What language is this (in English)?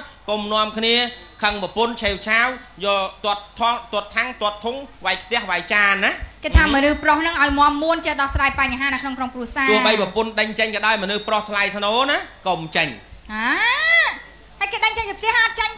Khmer